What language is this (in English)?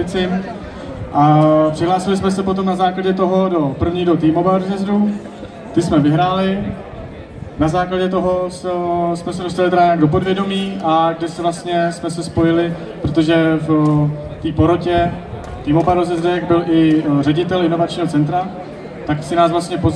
Czech